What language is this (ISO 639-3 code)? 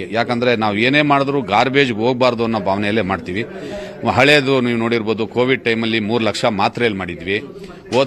kan